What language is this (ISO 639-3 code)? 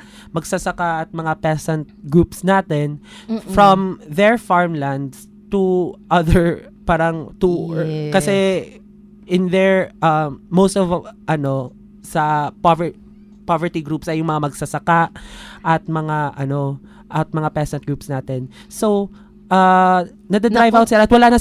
fil